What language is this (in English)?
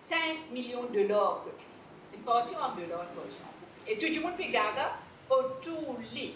Morisyen